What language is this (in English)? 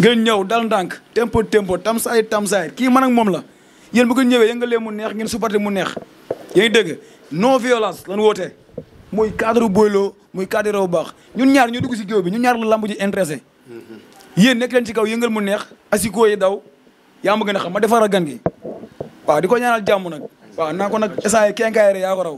Wolof